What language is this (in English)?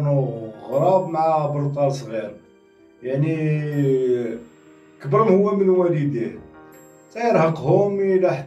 Moroccan Arabic